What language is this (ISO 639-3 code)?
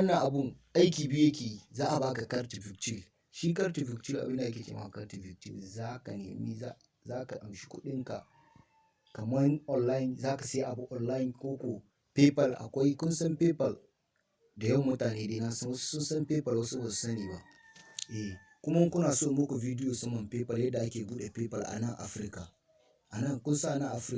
hau